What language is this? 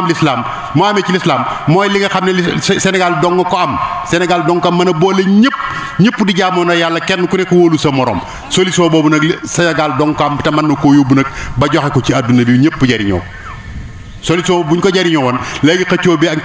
Wolof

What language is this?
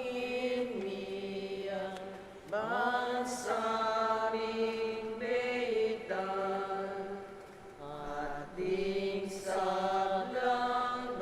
Pampanga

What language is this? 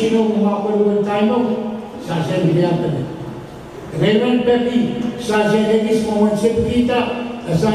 Pohnpeian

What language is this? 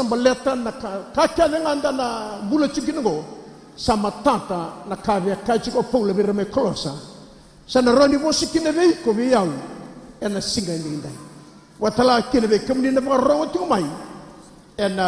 Fijian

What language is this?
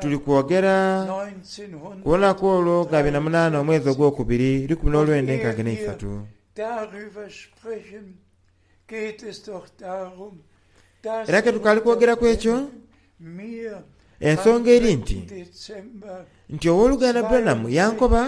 Soga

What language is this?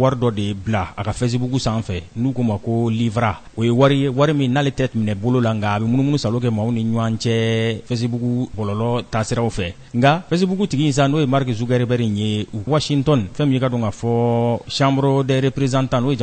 Bambara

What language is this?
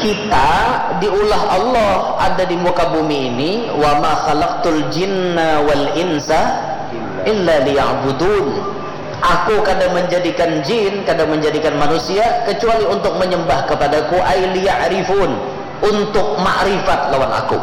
Banjar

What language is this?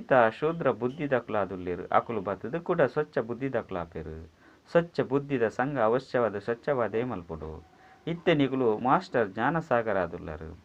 Tulu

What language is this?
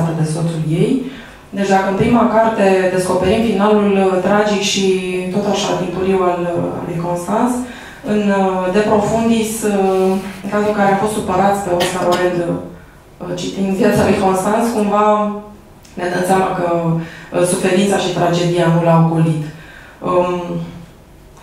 Romanian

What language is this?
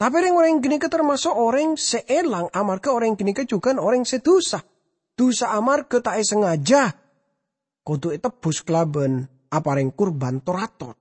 Madurese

